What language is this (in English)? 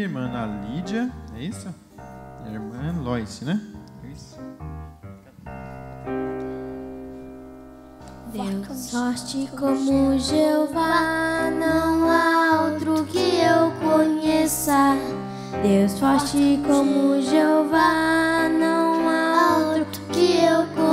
Portuguese